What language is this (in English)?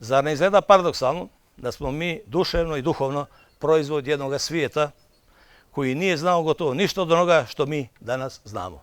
Bosnian